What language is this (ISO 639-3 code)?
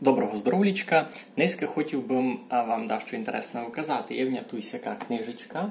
rue